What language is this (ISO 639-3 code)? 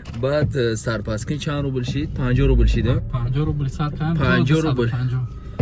tgk